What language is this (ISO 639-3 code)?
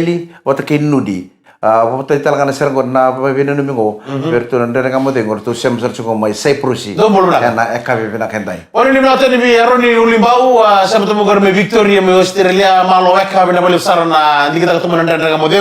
fij